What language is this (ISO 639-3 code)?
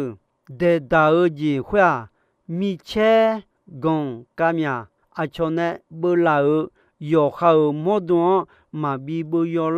ahk